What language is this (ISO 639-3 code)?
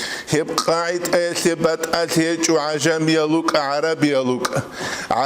ava